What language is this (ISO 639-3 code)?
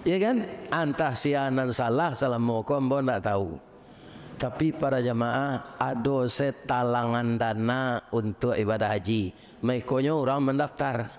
min